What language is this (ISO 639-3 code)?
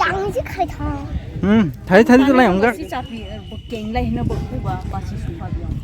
trp